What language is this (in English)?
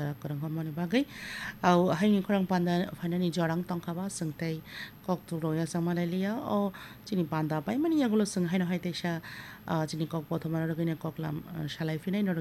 Kok Borok